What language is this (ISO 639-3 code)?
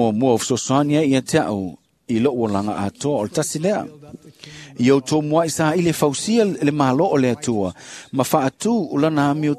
smo